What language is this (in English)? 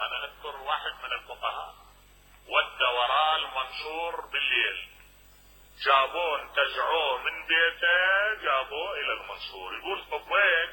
Mesopotamian Arabic